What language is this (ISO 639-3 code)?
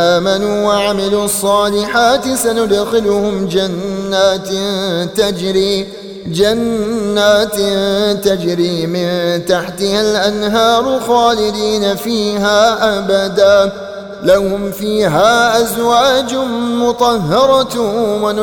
ara